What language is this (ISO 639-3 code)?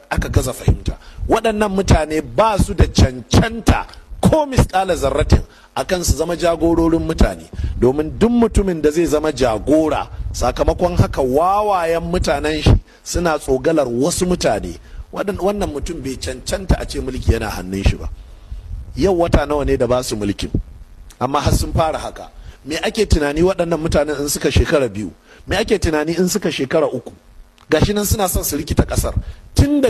hau